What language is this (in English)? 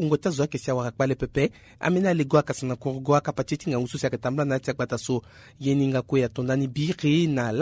Sango